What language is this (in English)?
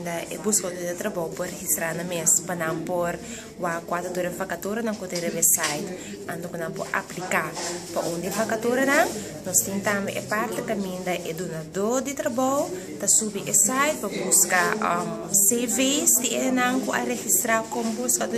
Papiamento